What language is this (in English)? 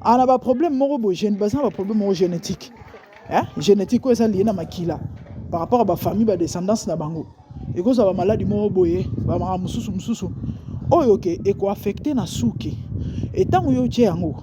Lingala